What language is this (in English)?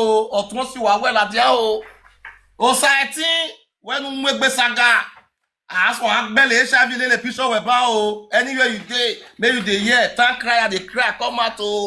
Nigerian Pidgin